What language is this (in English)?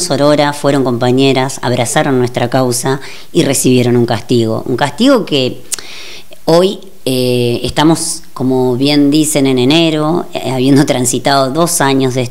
Spanish